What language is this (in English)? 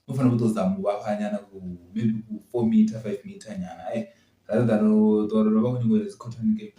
Venda